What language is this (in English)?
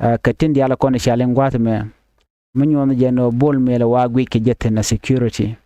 Nuer